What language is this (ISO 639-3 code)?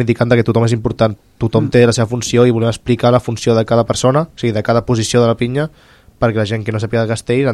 cat